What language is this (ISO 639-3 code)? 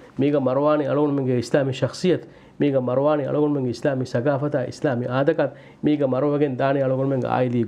div